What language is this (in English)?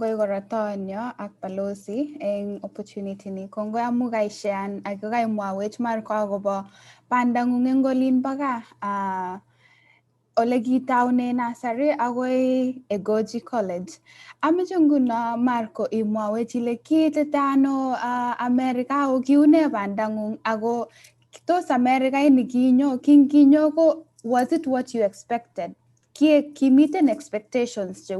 Kalenjin